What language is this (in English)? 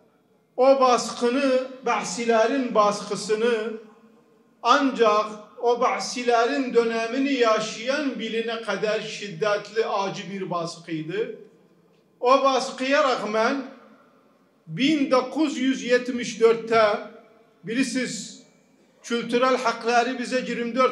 Turkish